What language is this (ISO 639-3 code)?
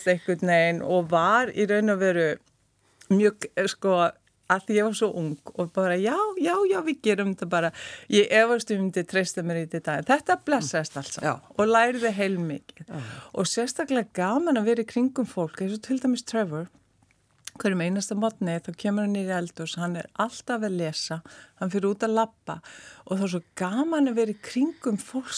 isl